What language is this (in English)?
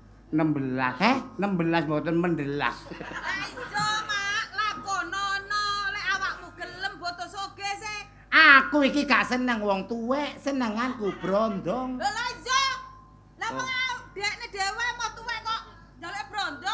Javanese